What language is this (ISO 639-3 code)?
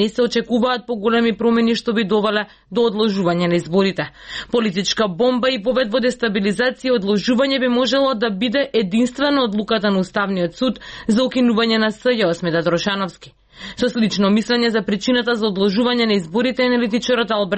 mkd